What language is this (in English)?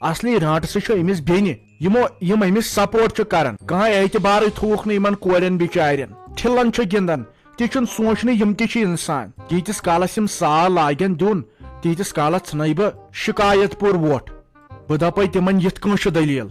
Kashmiri